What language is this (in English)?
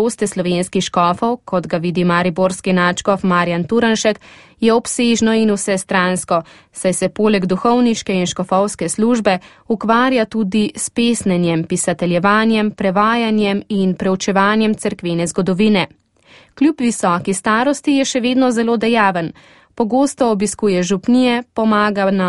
Slovenian